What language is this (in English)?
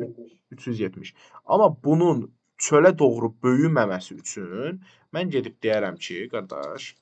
Azerbaijani